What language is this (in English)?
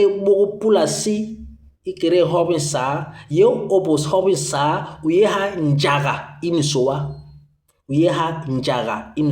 Basaa